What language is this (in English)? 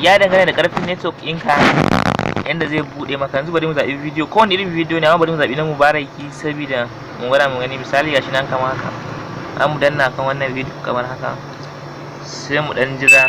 Hausa